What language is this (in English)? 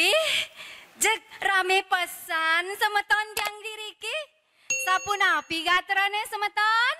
Balinese